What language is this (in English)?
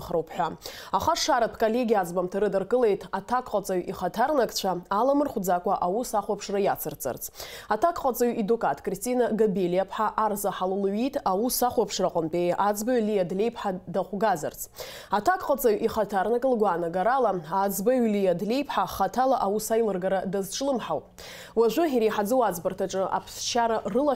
Abkhazian